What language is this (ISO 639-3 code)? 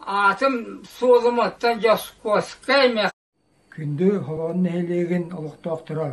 sah